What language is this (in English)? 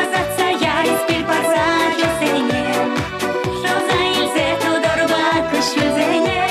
Chuvash